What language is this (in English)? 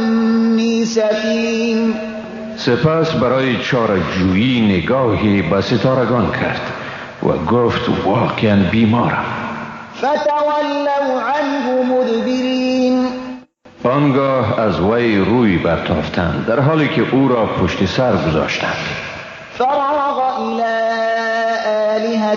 Persian